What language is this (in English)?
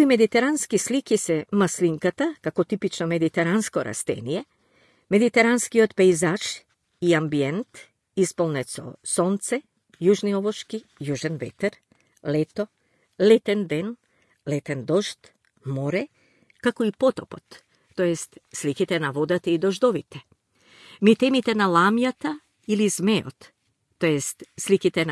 Macedonian